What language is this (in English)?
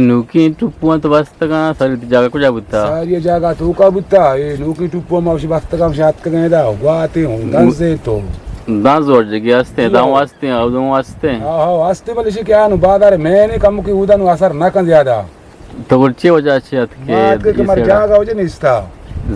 Eastern Balochi